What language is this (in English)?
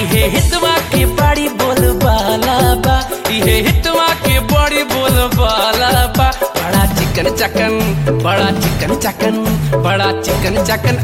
Bhojpuri